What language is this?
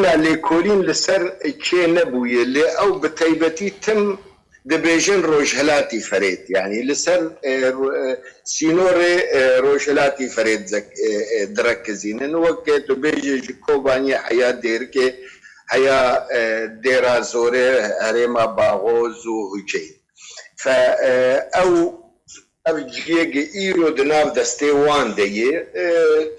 Kurdish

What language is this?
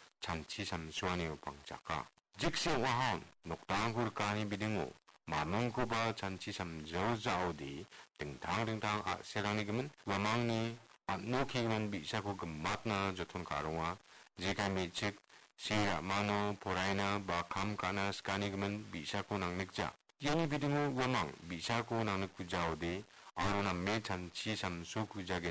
Garo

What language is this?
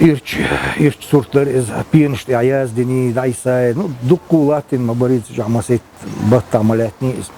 Chechen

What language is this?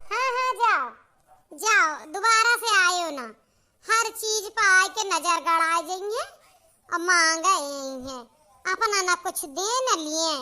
Awadhi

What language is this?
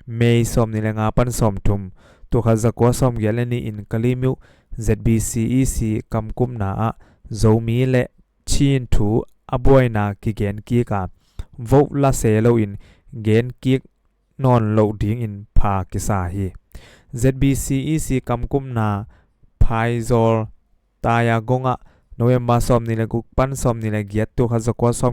Tedim Chin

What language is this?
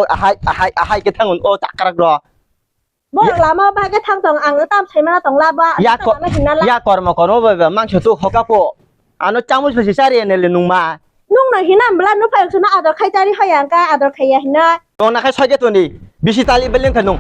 Kok Borok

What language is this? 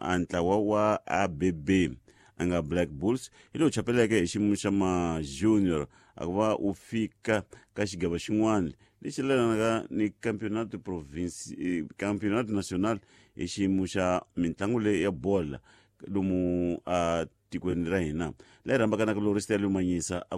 Tsonga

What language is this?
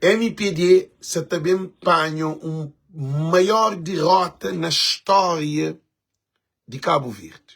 Kabuverdianu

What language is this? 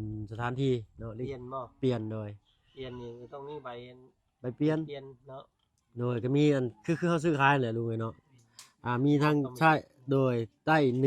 Lao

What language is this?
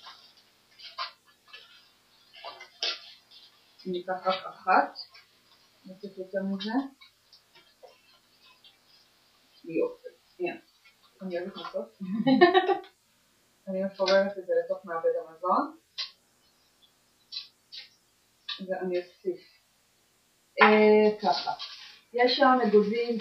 Hebrew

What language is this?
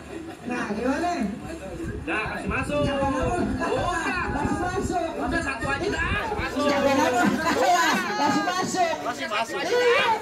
Betawi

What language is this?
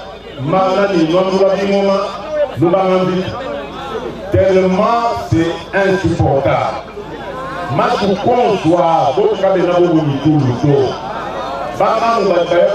Luba-Lulua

